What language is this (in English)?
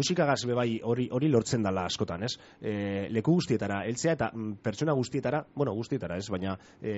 Basque